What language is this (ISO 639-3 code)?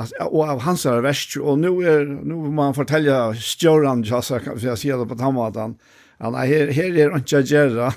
fao